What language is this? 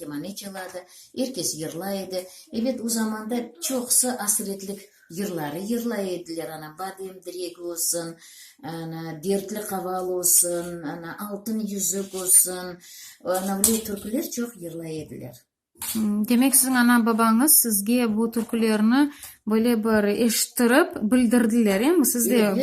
Crimean Tatar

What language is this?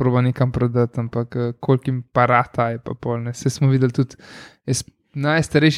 Slovenian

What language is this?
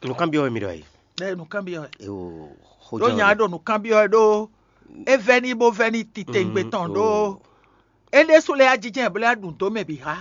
Fon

